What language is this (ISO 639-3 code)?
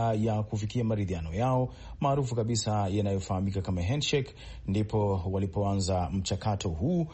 swa